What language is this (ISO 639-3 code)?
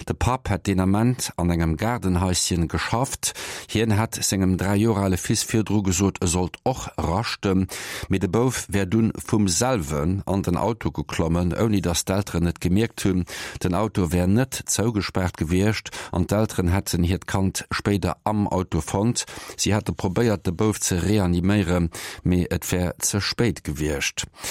ltz